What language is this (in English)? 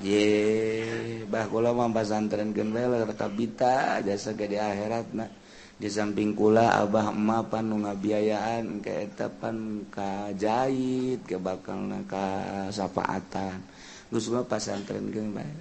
Sundanese